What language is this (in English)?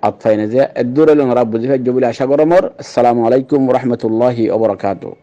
Rohingya